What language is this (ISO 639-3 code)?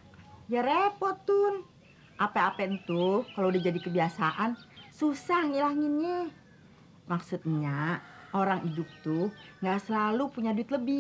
bew